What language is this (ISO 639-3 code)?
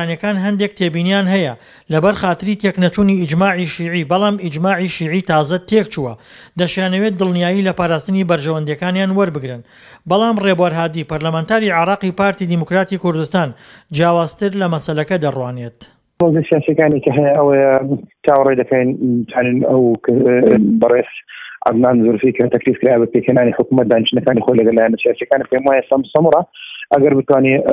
ckb